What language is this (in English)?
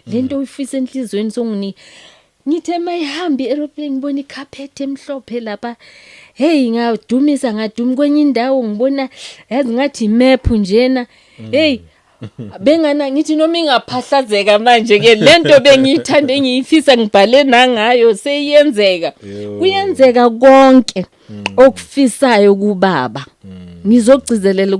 Zulu